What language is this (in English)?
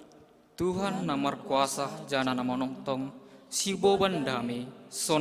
Batak Simalungun